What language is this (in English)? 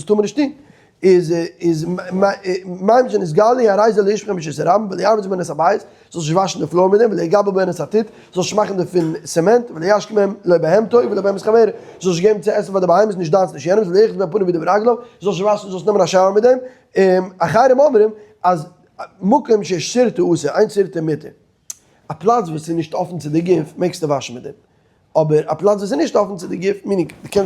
Yiddish